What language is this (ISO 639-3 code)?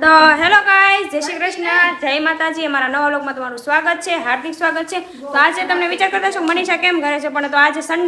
guj